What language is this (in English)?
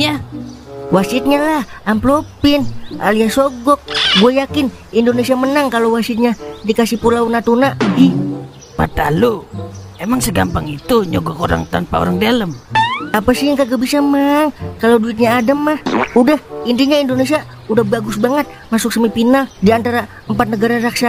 Betawi